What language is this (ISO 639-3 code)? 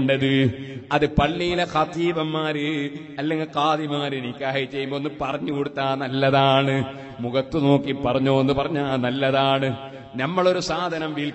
mal